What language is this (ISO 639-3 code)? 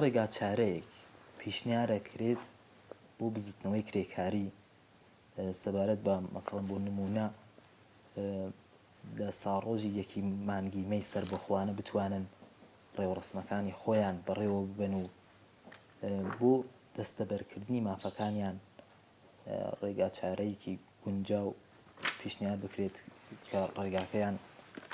ckb